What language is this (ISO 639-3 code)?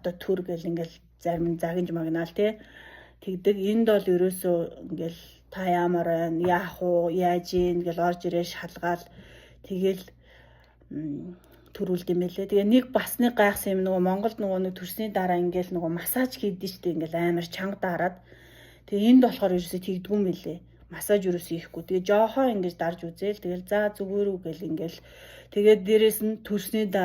mon